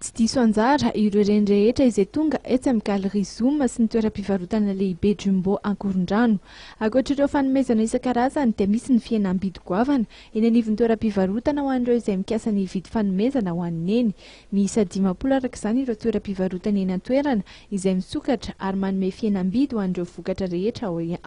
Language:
Malagasy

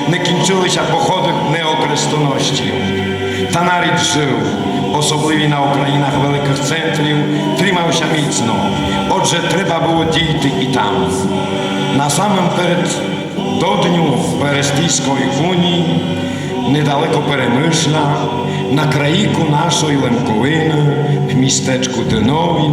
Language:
Rusyn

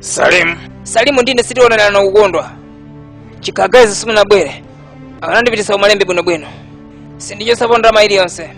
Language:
Nyanja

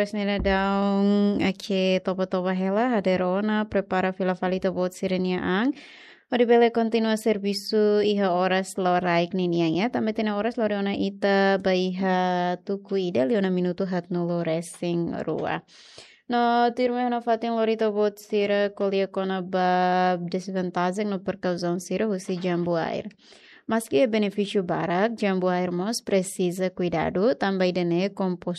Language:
Tetum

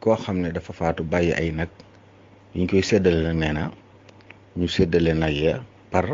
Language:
Wolof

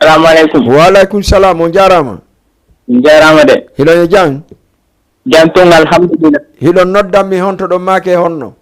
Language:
Fula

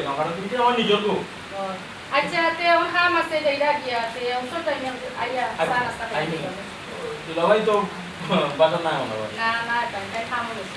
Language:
Sylheti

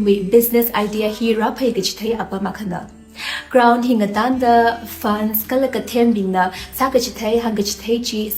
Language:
Tangkhul Naga (India)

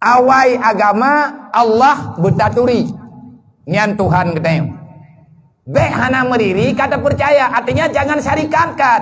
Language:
Achinese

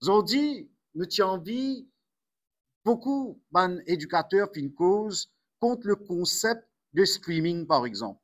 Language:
Morisyen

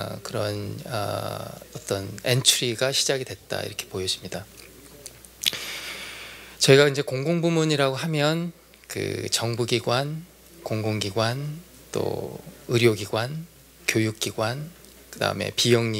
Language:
Korean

